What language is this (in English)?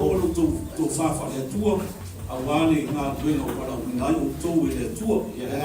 Samoan